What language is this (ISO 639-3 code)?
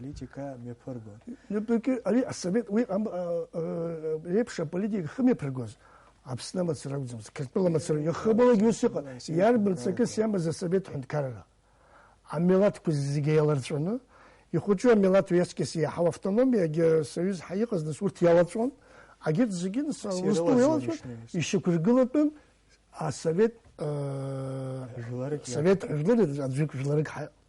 abk